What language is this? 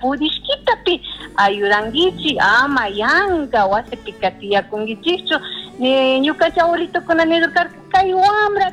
Chimborazo Highland Quichua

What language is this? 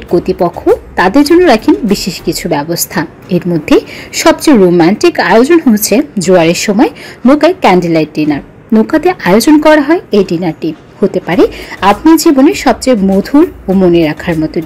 Bangla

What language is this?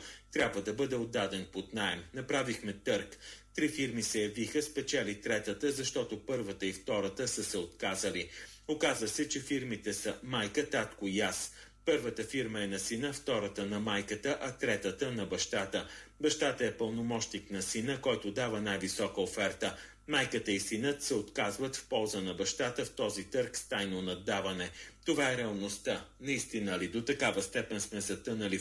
Bulgarian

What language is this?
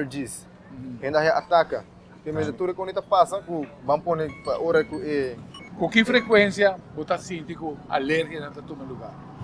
Papiamento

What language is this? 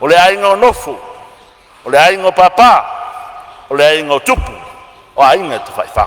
Samoan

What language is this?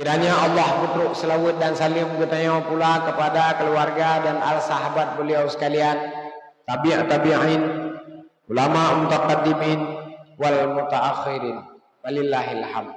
Achinese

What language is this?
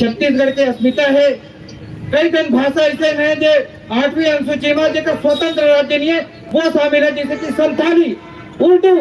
Chhattisgarhi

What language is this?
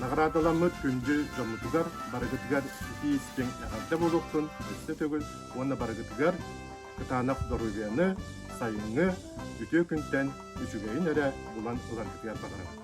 Yakut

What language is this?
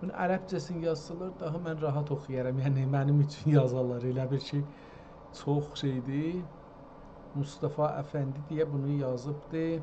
South Azerbaijani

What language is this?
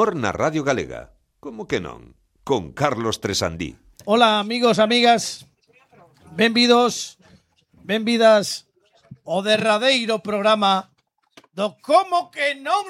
Galician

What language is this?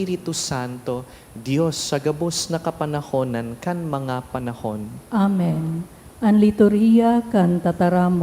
Bikol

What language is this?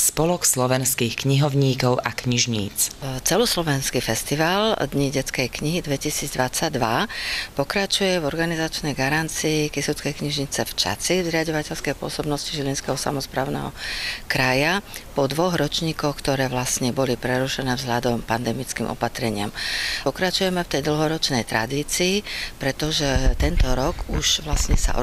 Slovak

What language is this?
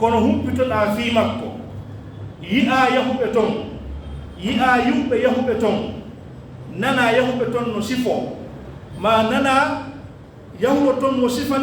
Pular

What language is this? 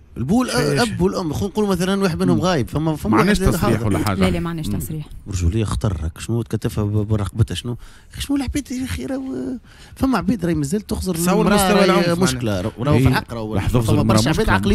Tunisian Arabic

